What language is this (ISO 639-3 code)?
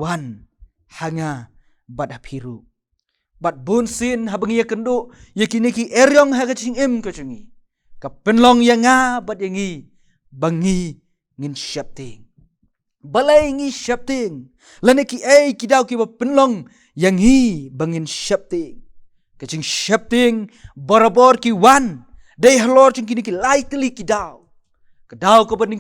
kha